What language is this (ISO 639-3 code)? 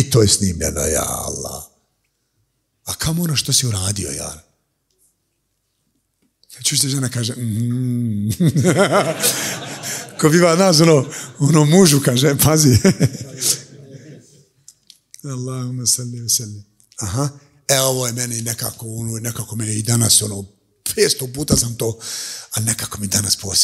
bos